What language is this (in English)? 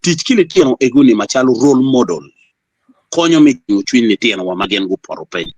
Acoli